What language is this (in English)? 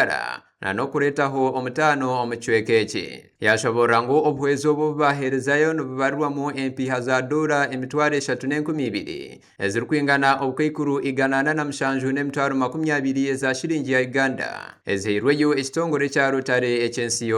Nyankole